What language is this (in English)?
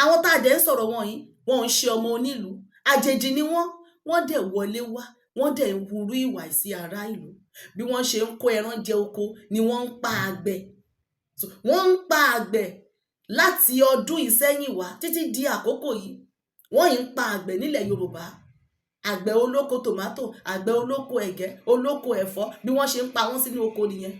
Yoruba